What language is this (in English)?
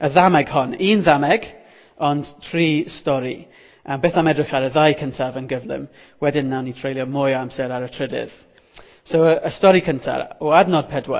Welsh